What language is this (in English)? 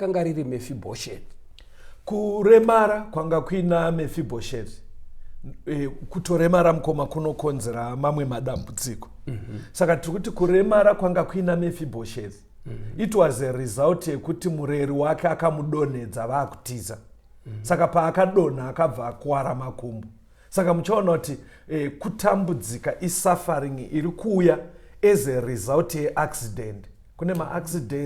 Shona